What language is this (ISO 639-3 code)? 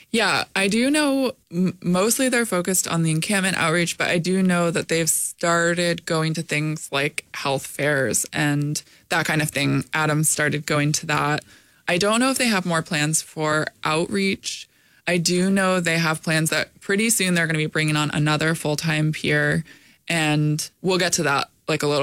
eng